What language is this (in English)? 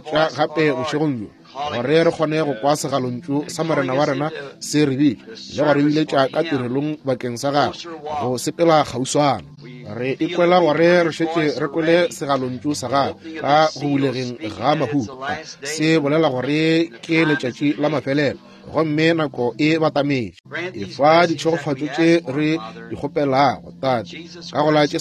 Northern Sotho